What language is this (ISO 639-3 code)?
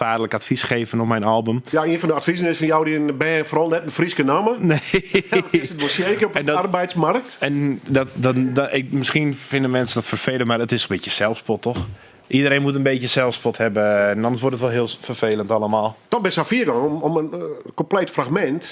fry